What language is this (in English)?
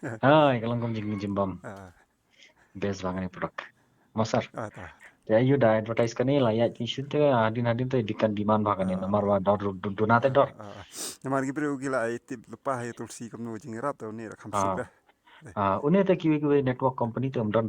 Khasi